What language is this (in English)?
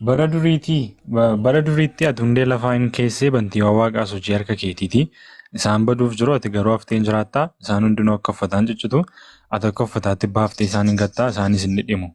Oromo